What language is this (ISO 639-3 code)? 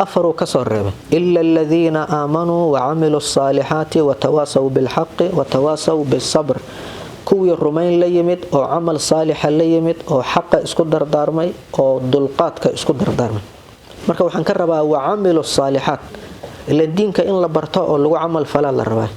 som